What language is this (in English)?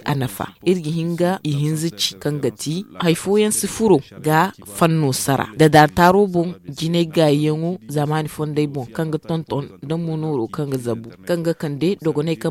Zarma